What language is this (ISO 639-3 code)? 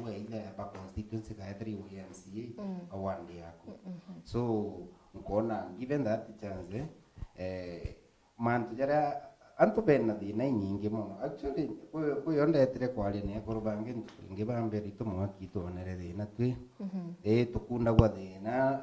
mer